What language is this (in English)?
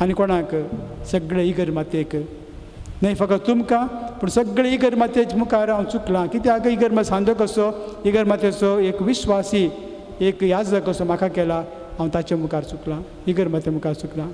Konkani